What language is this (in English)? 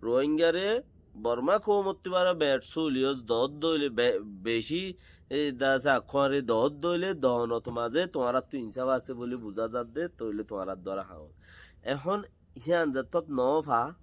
Rohingya